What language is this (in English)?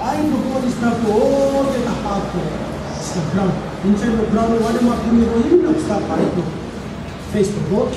Tok Pisin